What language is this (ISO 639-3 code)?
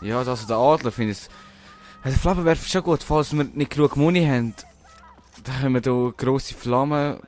gsw